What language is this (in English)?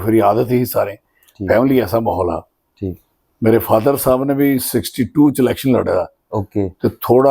Dogri